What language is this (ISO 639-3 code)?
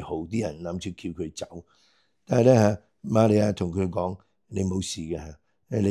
yue